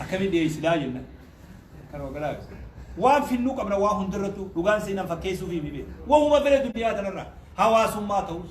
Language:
Oromo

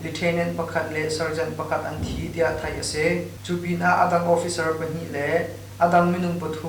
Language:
Hakha Chin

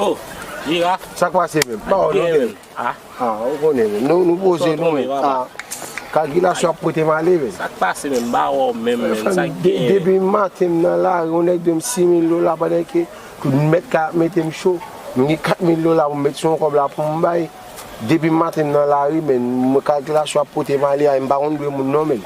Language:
Haitian Creole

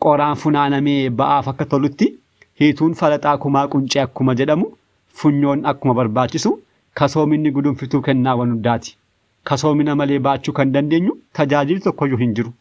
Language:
Oromo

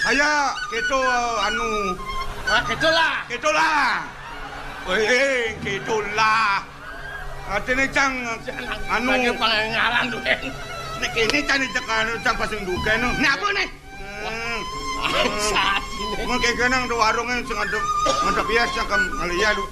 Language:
Balinese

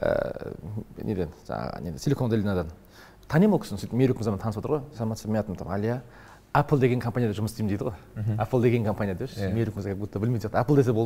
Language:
Kazakh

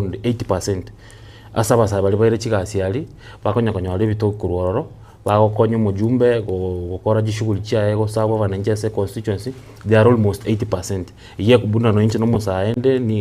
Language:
Gusii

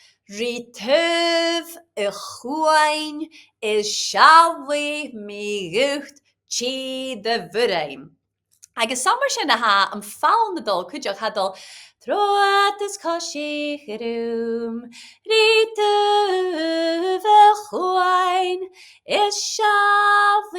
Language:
Scottish Gaelic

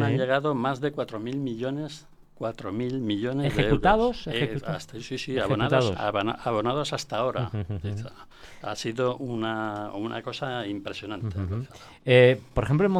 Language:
Spanish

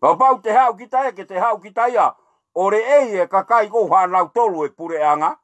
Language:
Tongan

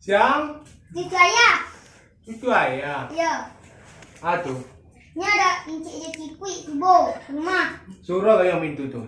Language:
Minangkabau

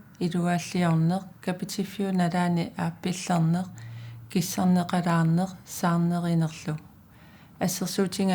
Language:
Kalaallisut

